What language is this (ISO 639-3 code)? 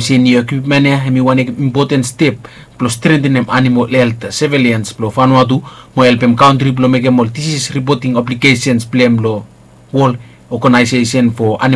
bis